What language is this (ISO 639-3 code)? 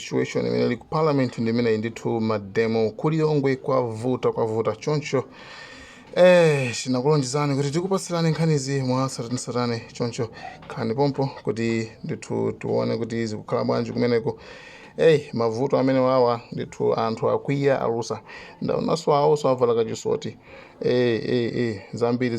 nya